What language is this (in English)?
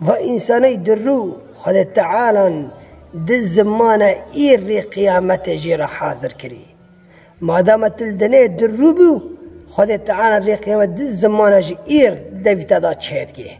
Kurdish